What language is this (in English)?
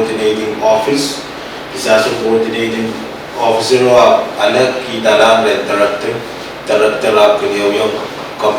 Pohnpeian